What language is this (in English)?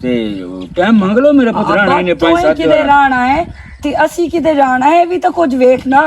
Western Panjabi